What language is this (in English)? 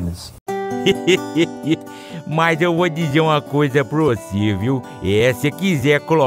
Portuguese